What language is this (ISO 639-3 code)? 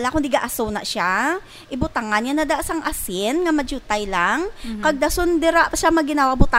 hil